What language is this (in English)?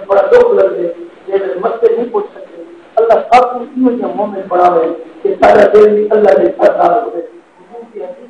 Saraiki